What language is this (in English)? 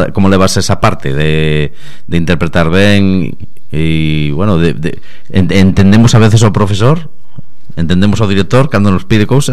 Galician